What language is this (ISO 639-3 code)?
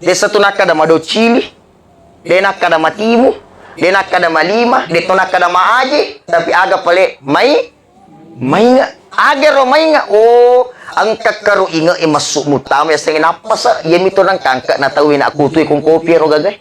bug